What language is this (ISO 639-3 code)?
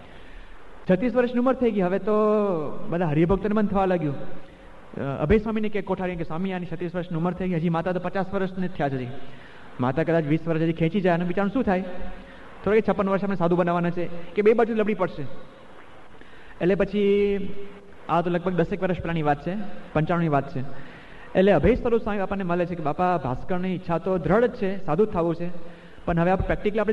guj